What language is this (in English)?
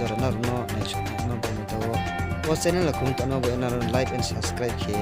Riang (India)